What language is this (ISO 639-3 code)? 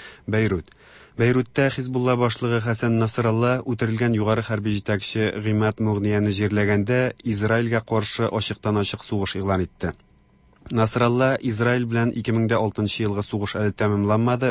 tat